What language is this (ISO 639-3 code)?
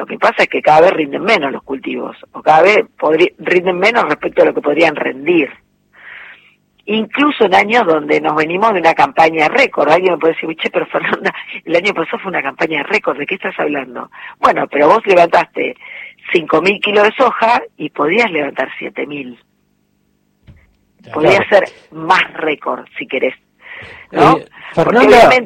spa